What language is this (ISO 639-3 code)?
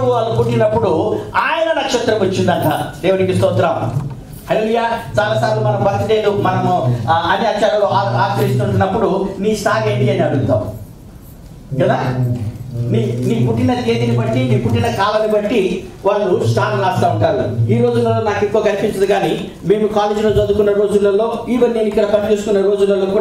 tel